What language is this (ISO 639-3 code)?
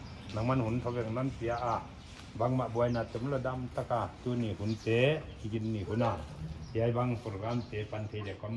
pck